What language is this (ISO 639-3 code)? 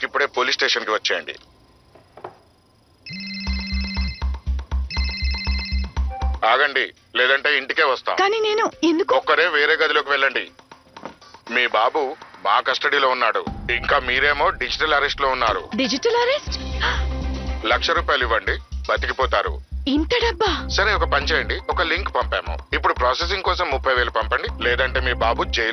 tel